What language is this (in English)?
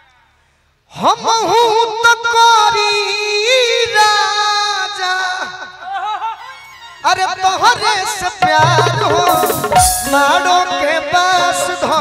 Bhojpuri